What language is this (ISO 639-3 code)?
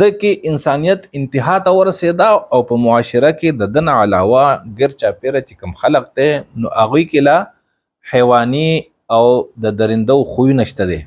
pus